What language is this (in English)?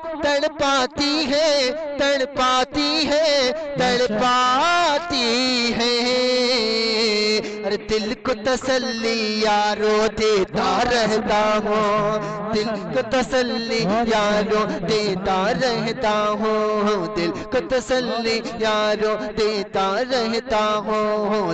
Urdu